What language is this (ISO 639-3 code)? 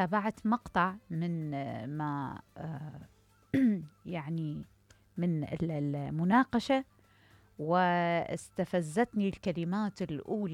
acm